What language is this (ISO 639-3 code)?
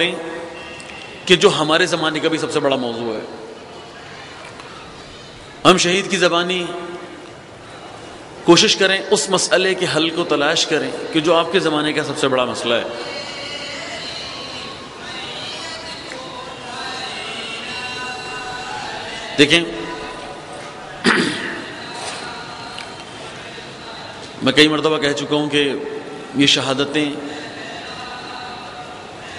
urd